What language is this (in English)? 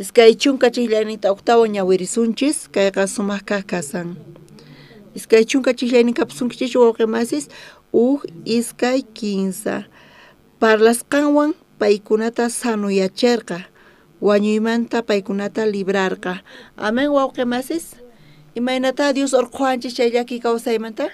South Bolivian Quechua